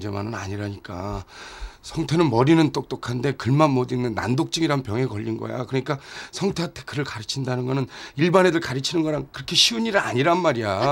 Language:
Korean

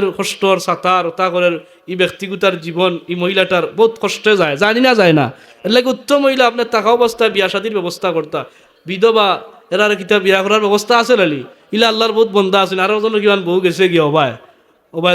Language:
Sylheti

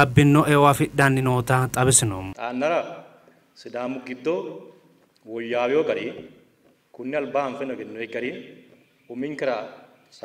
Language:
Sidamo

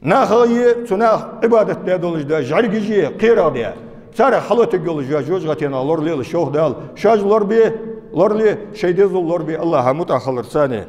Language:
Ingush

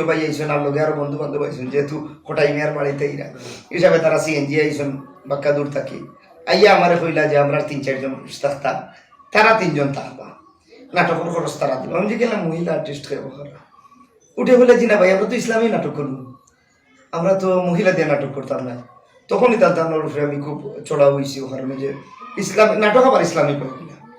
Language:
Sylheti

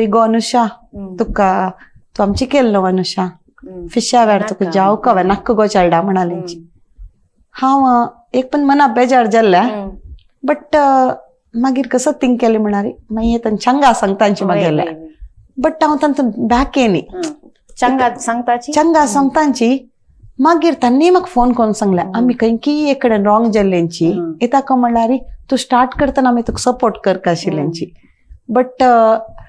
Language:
Konkani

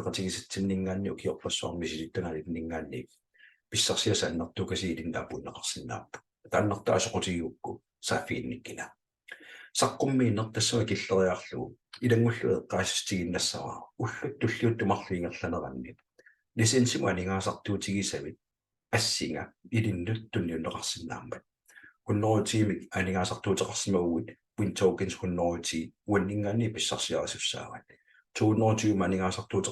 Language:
Kalaallisut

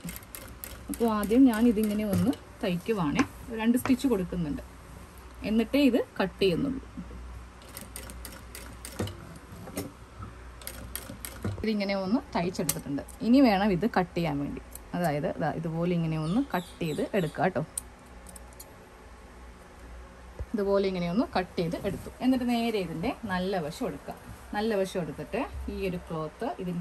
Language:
Malayalam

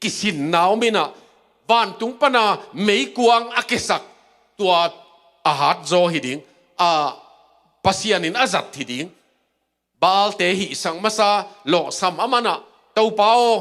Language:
Tedim Chin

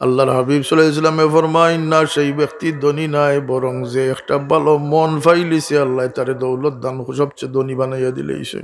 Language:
Sylheti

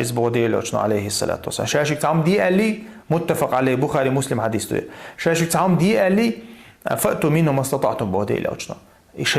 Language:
Chechen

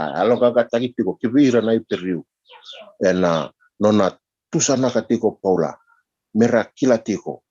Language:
Fijian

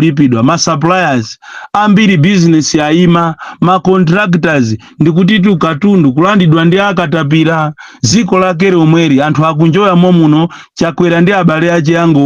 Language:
Nyanja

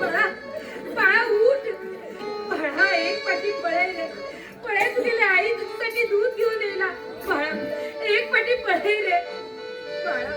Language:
Konkani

